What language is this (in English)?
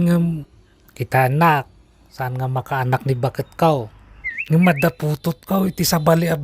Iloko